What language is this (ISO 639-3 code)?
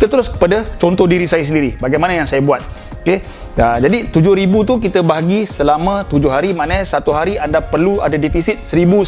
msa